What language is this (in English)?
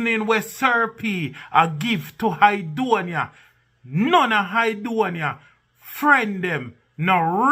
Jamaican Creole English